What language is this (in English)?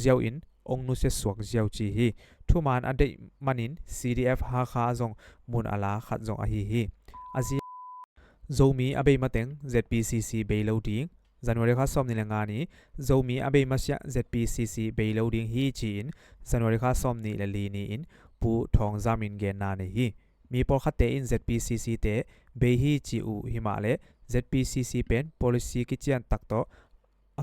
Tedim Chin